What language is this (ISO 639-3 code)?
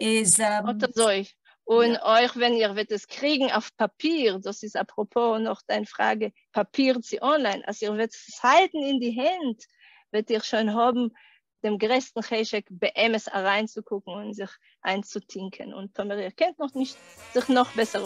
yid